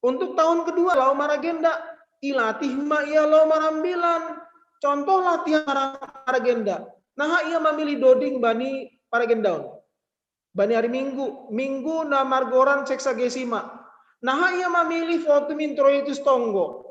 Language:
Batak Simalungun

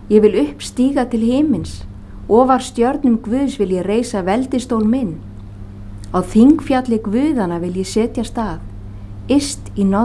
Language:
Icelandic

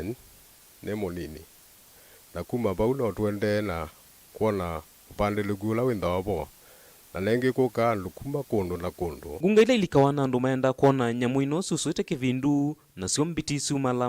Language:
Kamba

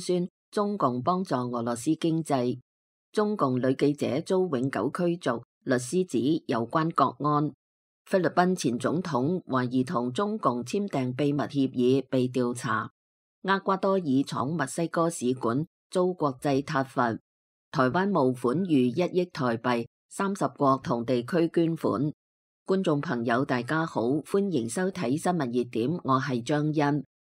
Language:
Cantonese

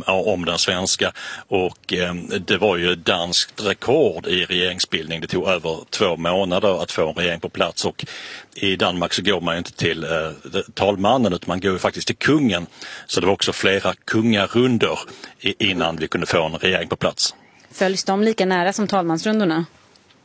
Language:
Swedish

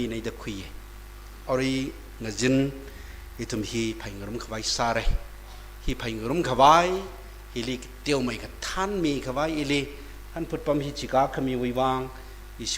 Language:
Tangkhul Naga (India)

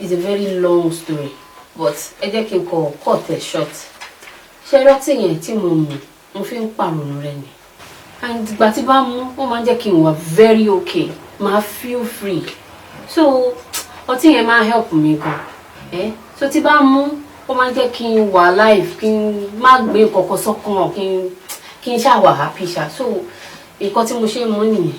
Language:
Yoruba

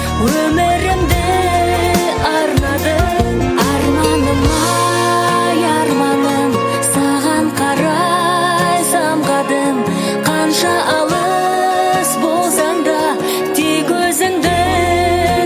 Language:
Kazakh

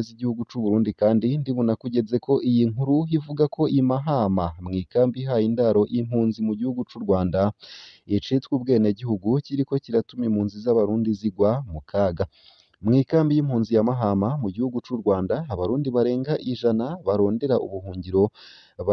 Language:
Rundi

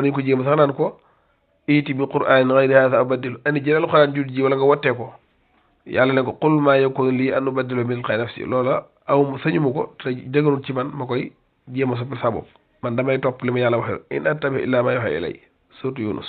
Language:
Wolof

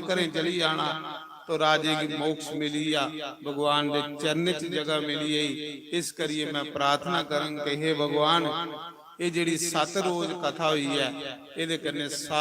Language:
Dogri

